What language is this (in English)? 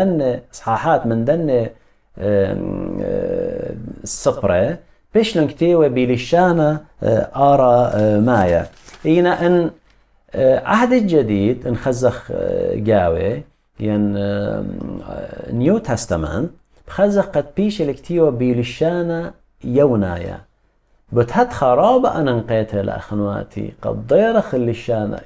Assyrian Neo-Aramaic